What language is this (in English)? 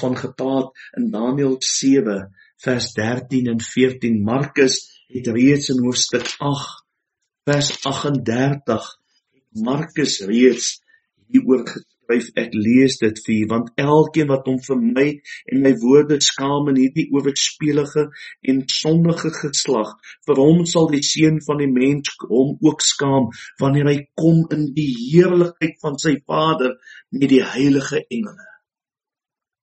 Afrikaans